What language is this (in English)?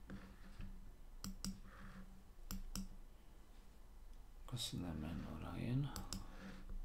Slovak